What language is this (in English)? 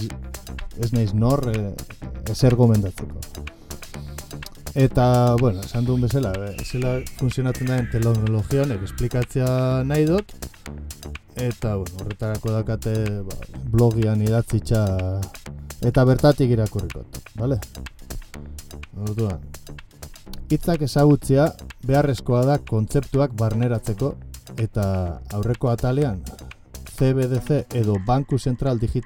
Basque